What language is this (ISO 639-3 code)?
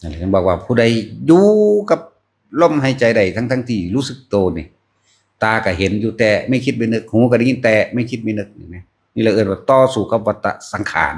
tts